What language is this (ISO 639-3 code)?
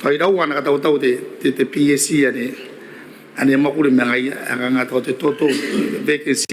gil